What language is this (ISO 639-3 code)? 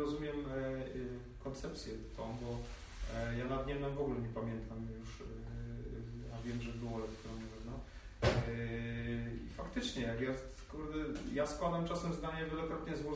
pol